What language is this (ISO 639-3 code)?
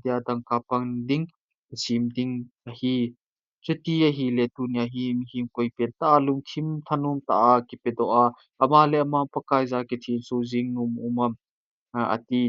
tcz